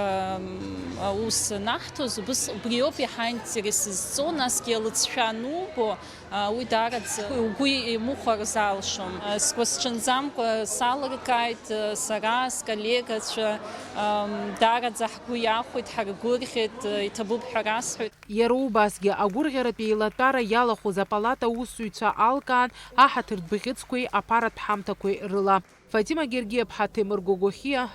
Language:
Abkhazian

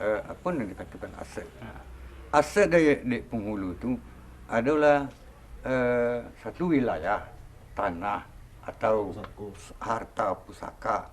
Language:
Minangkabau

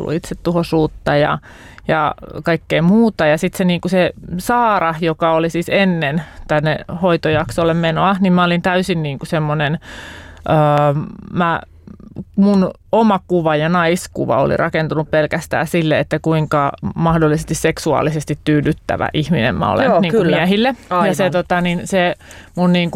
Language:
Finnish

